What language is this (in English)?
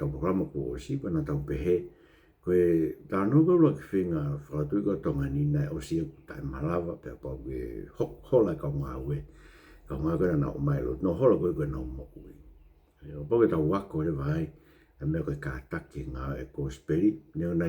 Tongan